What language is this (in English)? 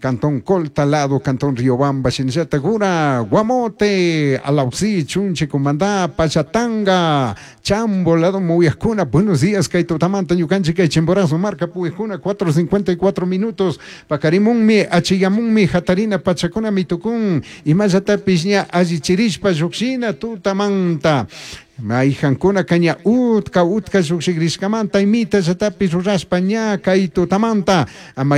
Chimborazo Highland Quichua